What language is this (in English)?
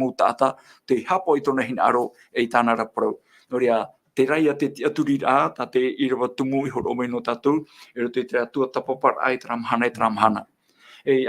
Tahitian